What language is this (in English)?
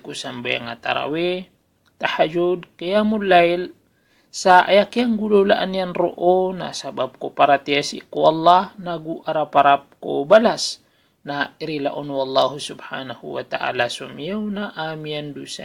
Maranao